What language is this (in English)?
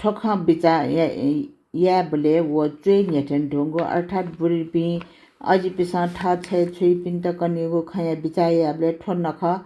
Newari